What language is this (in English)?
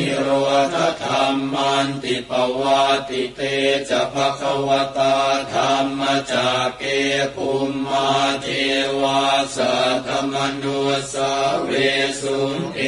Pali